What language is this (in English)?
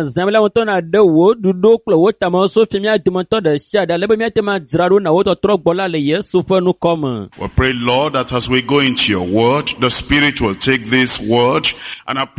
Ewe